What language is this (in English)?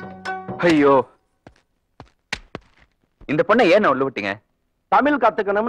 Tamil